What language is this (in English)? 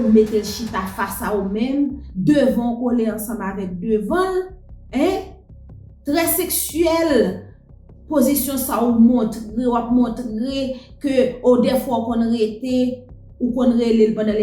Haitian Creole